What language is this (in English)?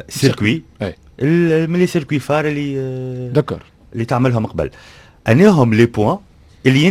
Tunisian Arabic